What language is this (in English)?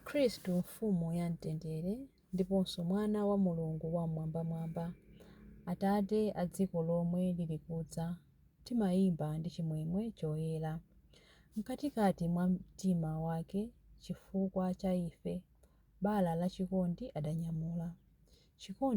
Nyanja